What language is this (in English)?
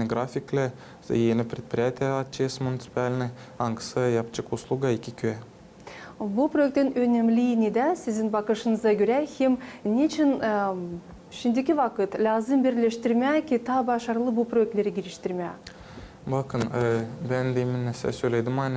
Gagauz